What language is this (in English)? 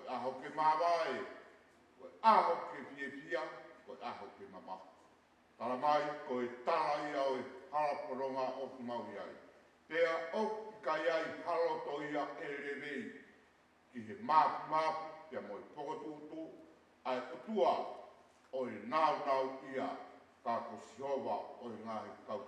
Tongan